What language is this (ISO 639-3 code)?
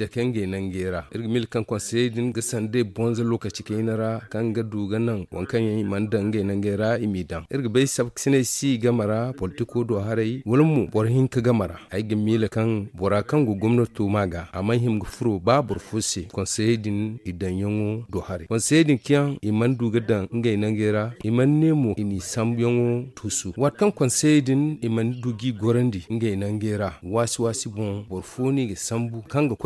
dje